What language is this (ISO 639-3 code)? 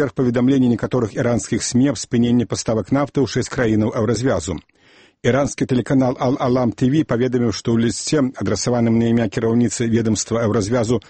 bel